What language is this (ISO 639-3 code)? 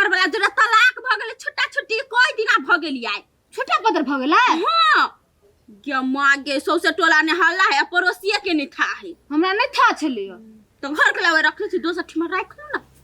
mai